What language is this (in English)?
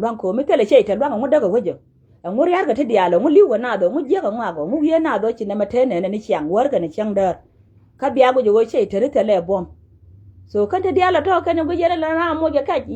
Nuer